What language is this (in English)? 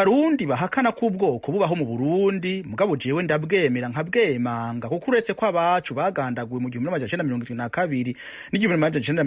Rundi